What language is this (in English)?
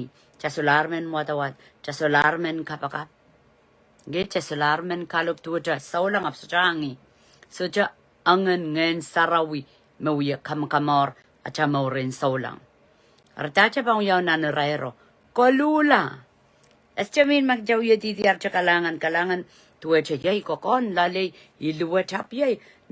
Pohnpeian